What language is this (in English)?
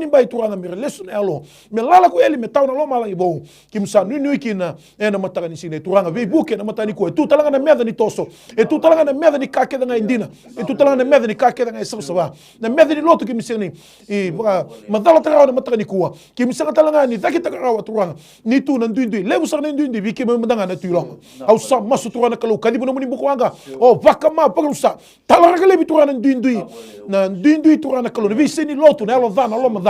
Fijian